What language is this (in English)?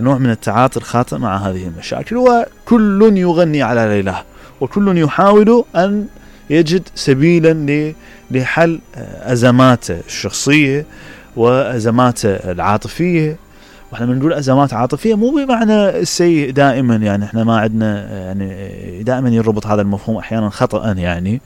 Mesopotamian Arabic